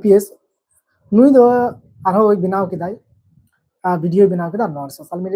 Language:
Santali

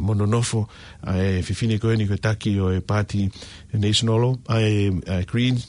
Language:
Tongan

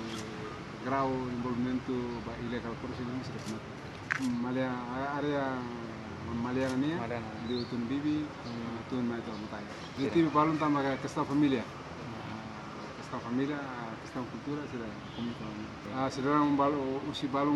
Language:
Tetum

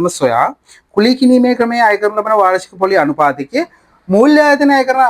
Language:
Sinhala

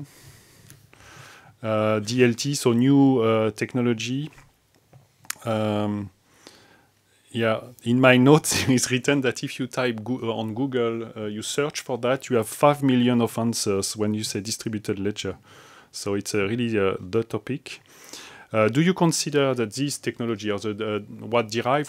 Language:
English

